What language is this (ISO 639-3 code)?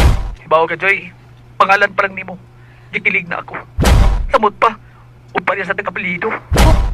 ceb